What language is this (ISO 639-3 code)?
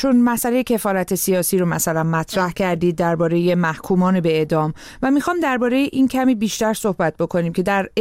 fas